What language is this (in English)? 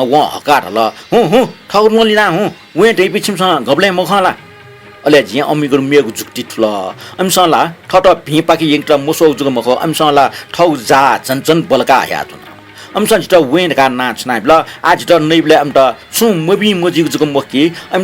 Newari